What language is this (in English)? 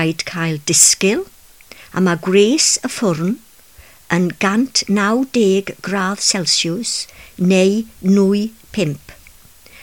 Welsh